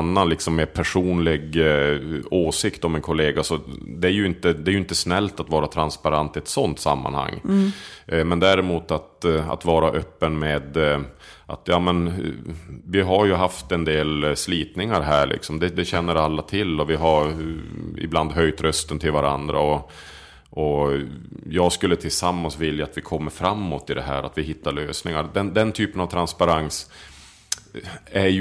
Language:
Swedish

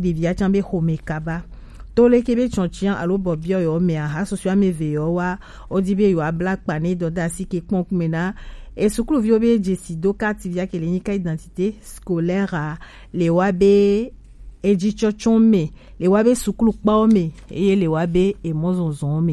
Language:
Gen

